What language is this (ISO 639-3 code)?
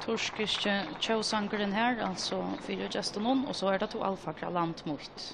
fao